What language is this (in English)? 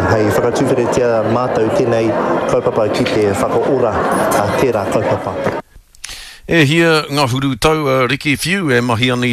Māori